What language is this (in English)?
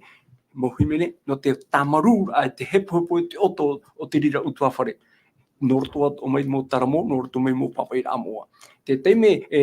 Tahitian